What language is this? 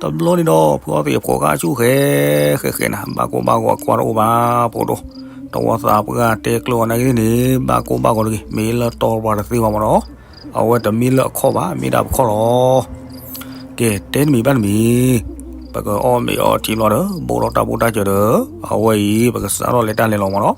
S'gaw Karen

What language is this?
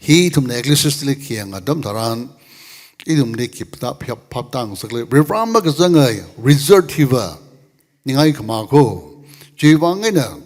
Tangkhul Naga (India)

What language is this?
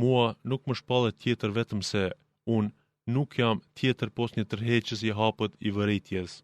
Albanian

